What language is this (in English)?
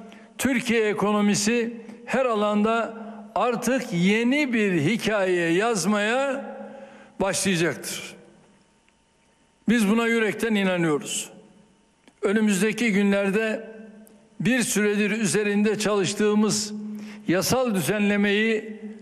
Turkish